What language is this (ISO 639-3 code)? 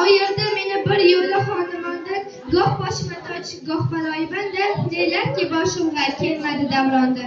uzb